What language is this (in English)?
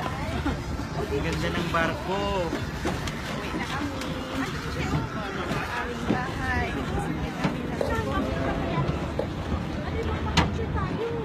Filipino